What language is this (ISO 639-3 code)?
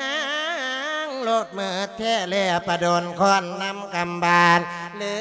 lao